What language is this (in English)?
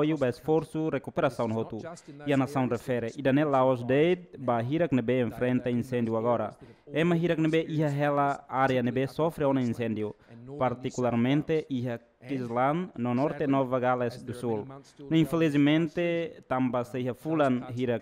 Tetum